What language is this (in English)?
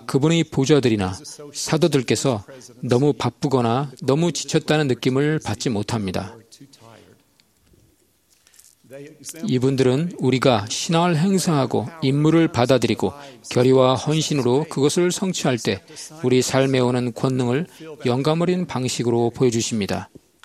Korean